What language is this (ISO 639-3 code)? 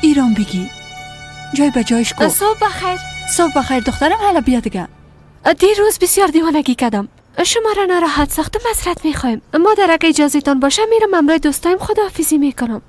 fas